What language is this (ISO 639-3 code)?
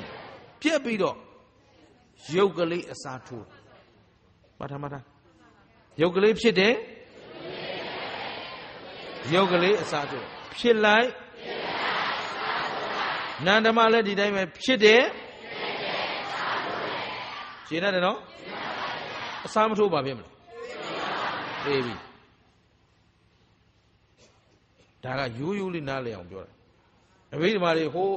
mya